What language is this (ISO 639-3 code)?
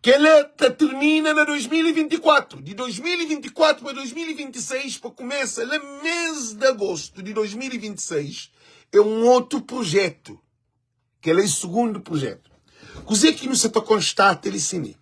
kea